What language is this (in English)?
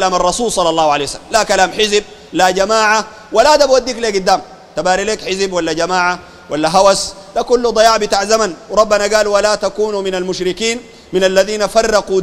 Sudanese Arabic